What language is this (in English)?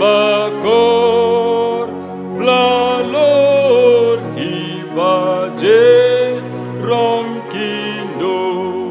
Khasi